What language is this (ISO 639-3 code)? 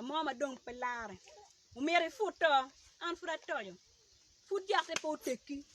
ach